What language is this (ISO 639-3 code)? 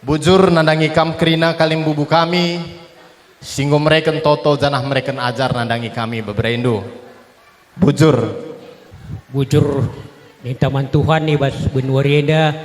btx